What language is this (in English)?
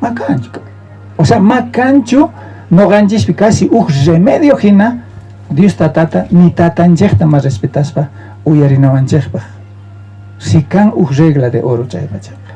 South Bolivian Quechua